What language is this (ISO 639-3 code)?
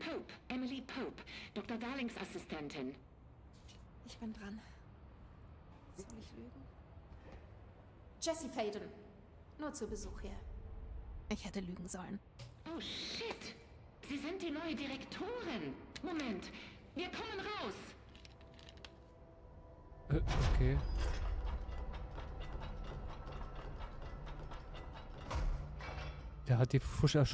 deu